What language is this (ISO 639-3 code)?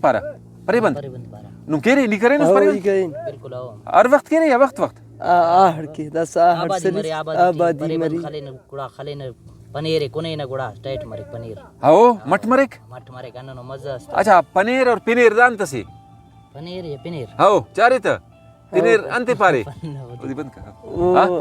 brh